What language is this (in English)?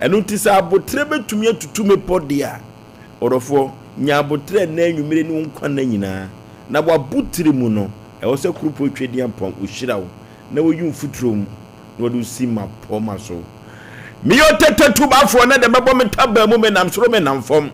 Akan